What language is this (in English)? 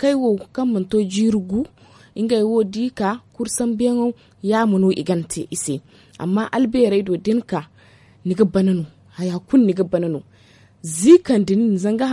Zarma